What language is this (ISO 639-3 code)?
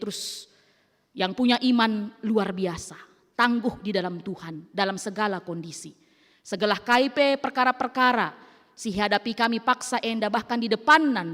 btx